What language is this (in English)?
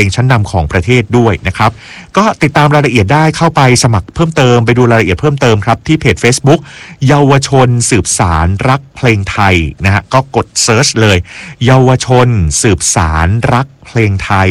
Thai